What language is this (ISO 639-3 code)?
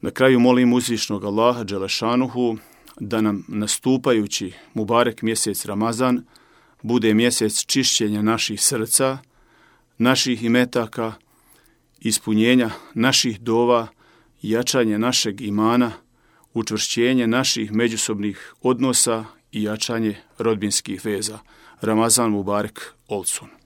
bos